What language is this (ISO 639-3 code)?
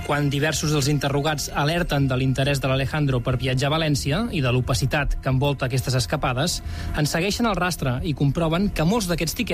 cat